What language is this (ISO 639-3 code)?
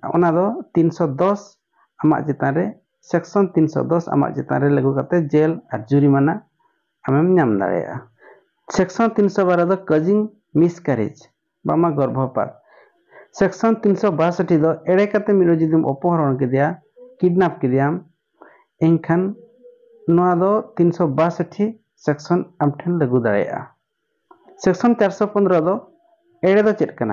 sat